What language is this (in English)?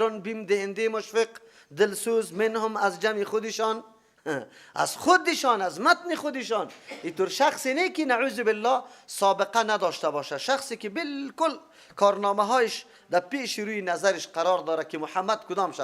Persian